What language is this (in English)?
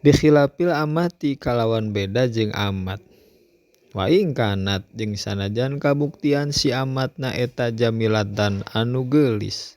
Sundanese